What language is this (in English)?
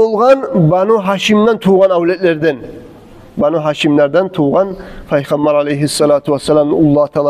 Kumyk